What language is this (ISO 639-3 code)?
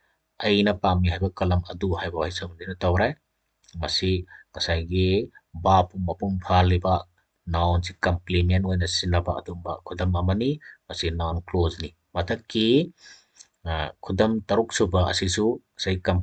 mni